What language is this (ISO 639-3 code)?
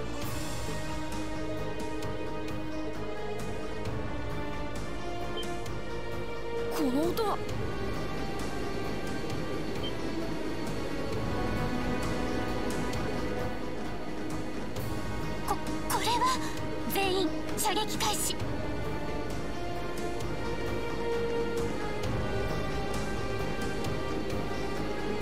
jpn